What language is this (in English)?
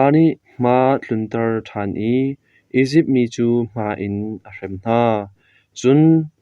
Hakha Chin